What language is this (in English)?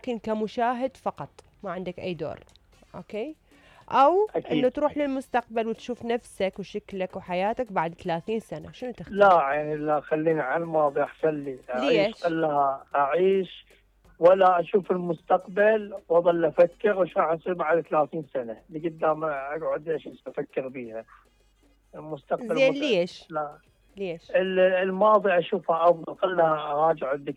Mesopotamian Arabic